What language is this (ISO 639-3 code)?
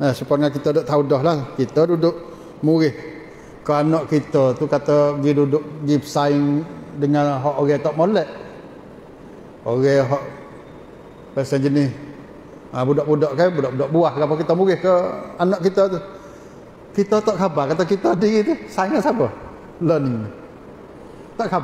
msa